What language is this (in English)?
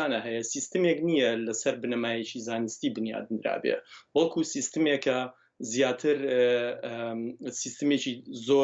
Central Kurdish